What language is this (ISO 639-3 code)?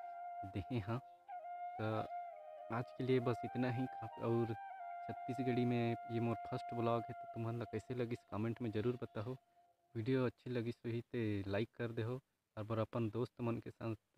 hne